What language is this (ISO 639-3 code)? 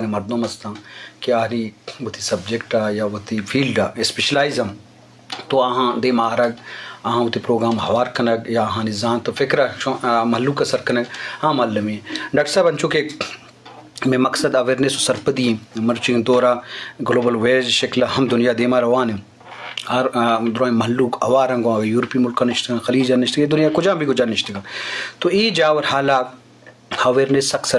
bgp